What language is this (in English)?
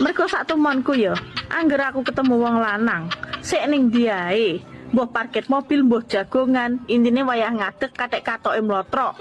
Javanese